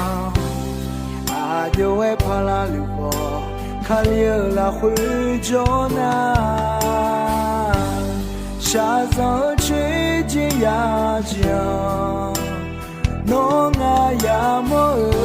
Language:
Akha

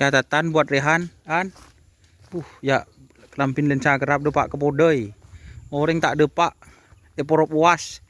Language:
Madurese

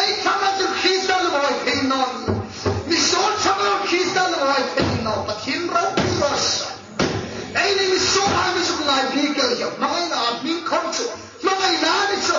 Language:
Hmar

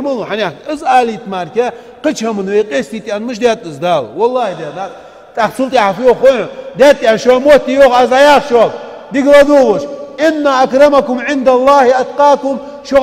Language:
Ingush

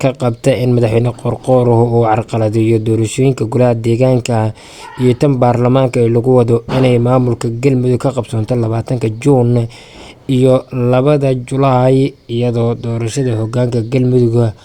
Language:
Somali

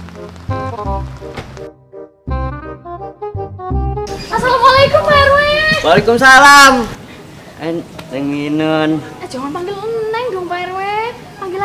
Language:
Betawi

